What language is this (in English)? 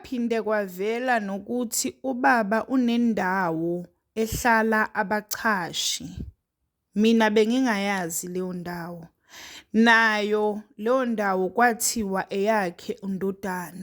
Zulu